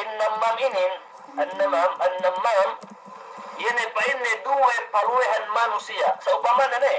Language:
Yakan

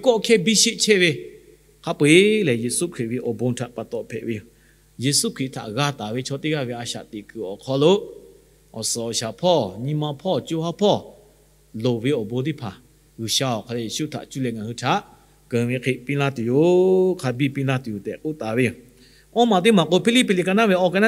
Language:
Lahu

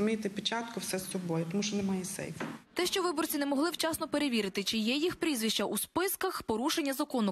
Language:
Ukrainian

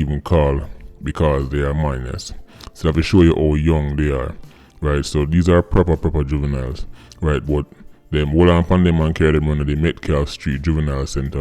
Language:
Jamaican Creole English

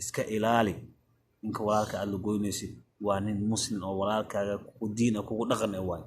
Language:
Somali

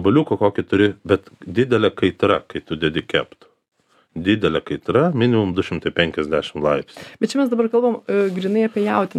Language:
Lithuanian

